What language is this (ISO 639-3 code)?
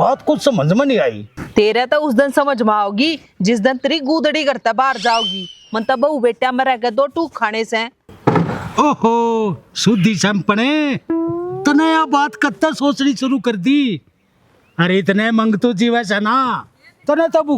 bgc